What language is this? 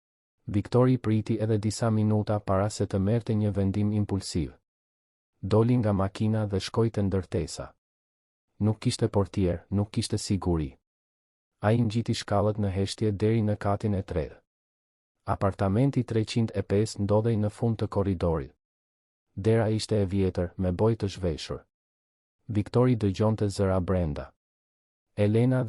Albanian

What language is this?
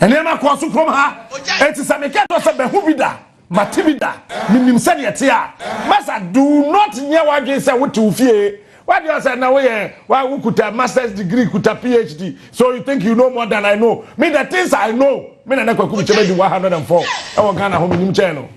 Akan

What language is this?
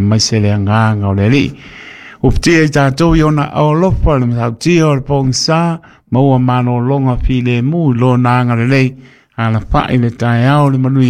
Samoan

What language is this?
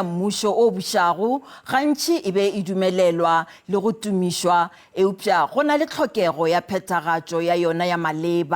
Northern Sotho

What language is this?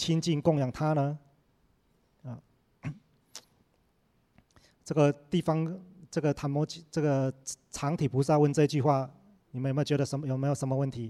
Chinese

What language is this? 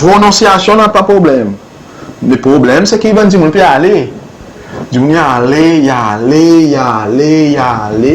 Seselwa Creole French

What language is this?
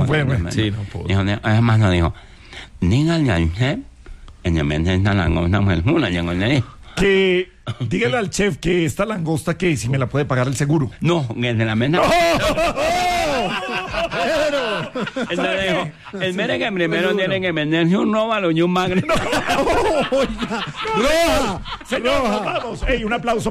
Spanish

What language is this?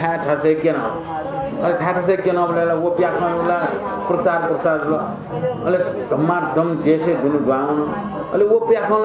Newari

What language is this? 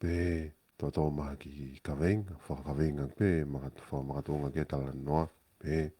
Tongan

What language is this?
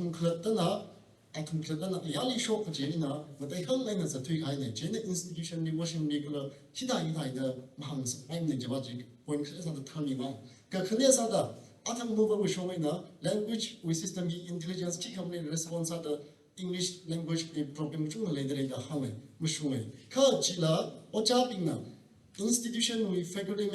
Tangkhul Naga (India)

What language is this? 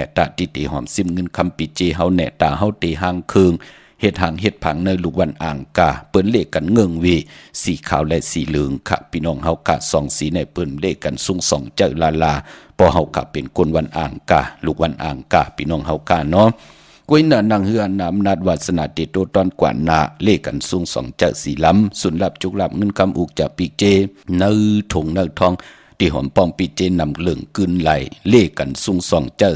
Shan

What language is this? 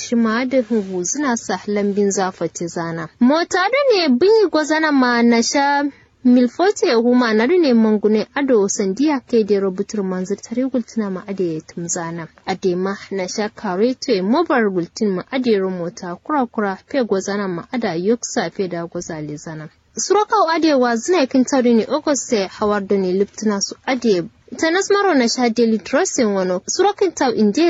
Kanuri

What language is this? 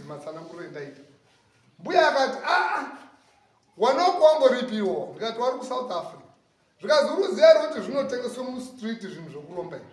Shona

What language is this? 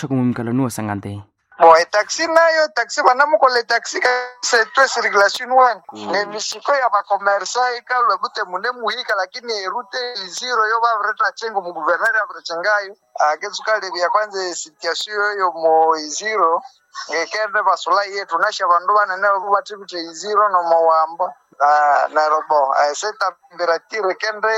Nande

